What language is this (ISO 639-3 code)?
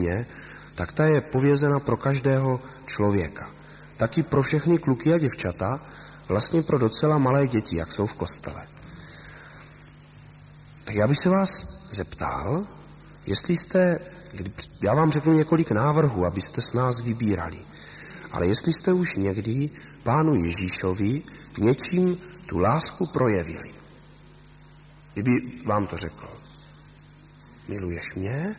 ces